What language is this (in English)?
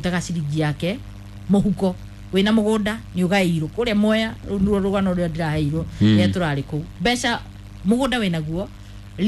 Kikuyu